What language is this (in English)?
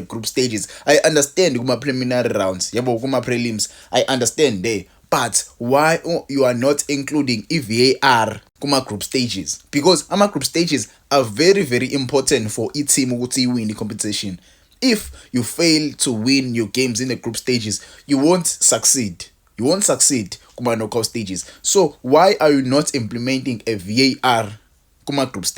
Zulu